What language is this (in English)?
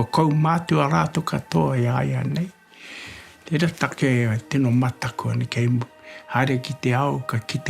Māori